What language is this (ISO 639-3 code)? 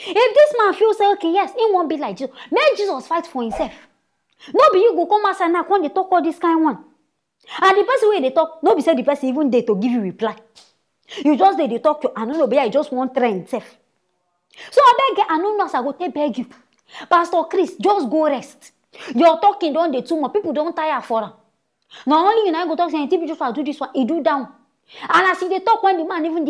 pcm